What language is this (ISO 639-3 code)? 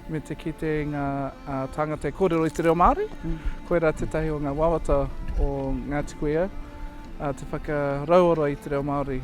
mri